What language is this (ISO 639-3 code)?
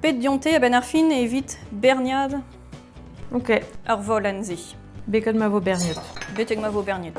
bre